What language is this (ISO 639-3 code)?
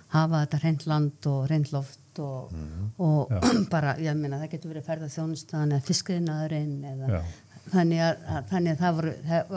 isl